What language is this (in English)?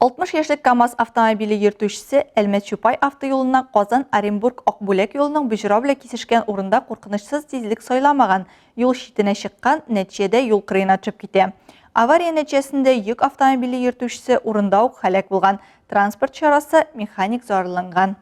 Tatar